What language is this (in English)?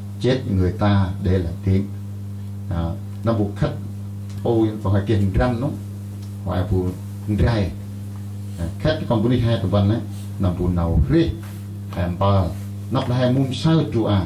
Central Mnong